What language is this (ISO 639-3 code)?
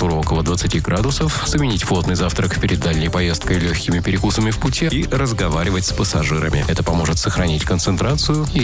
rus